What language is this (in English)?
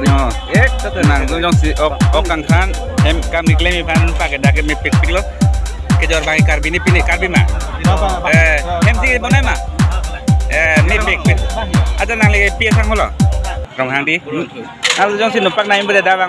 Karbi